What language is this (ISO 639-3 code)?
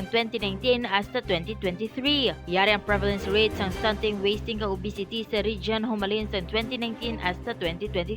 hil